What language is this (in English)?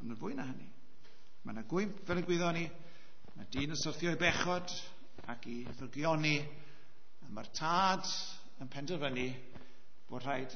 Welsh